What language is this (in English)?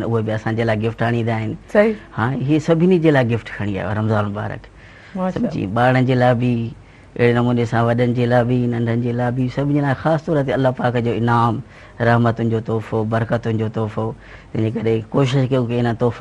Sindhi